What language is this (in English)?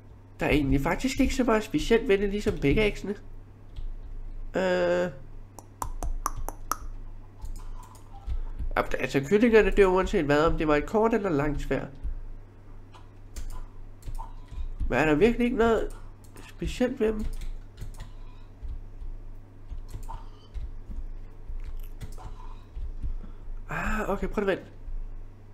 Danish